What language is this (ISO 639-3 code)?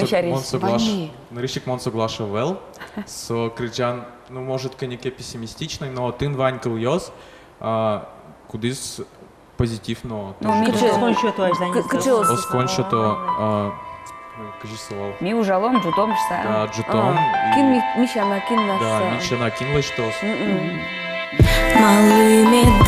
udm